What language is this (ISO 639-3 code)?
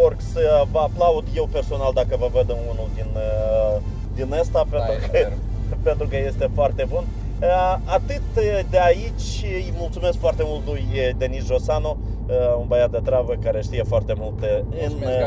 ron